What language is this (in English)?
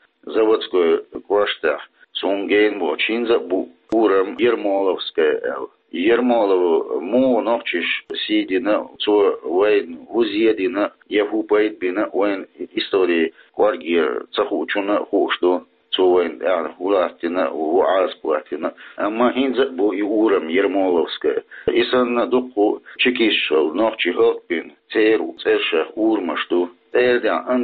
Chechen